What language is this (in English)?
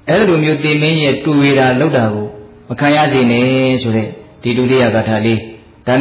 Burmese